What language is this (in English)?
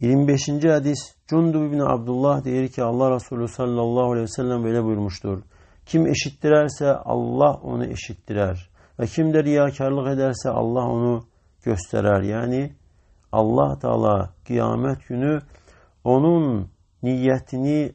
Azerbaijani